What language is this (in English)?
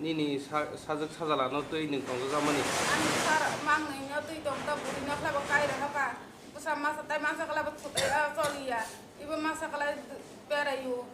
Kok Borok